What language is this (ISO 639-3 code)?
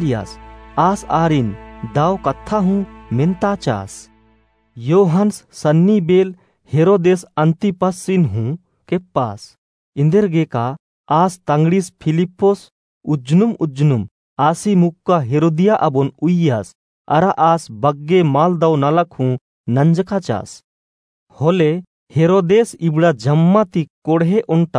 kru